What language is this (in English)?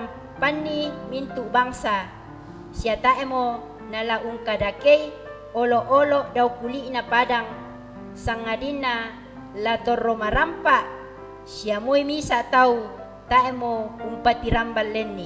Toraja-Sa'dan